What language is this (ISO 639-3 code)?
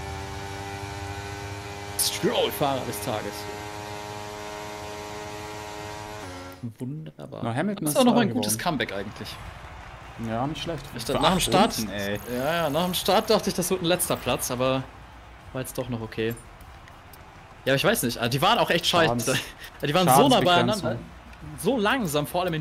deu